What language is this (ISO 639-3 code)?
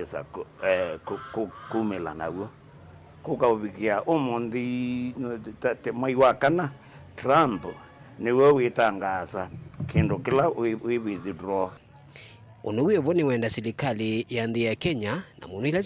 kam